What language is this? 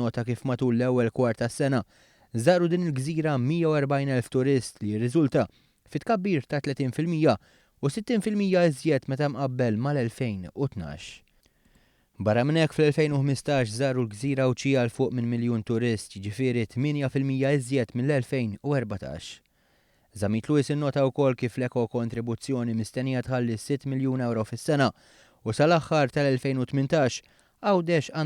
Maltese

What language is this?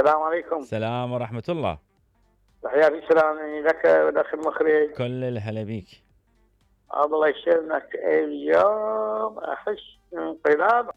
Mesopotamian Arabic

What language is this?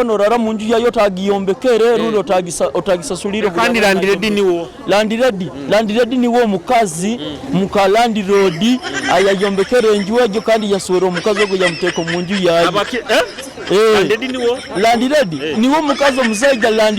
Nyoro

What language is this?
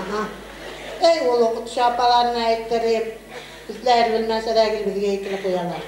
Tatar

